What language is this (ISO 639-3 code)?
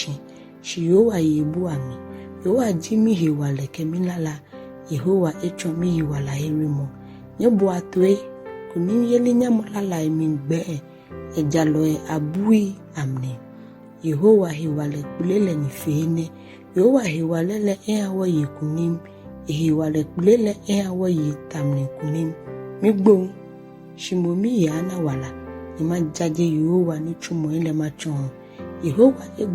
gaa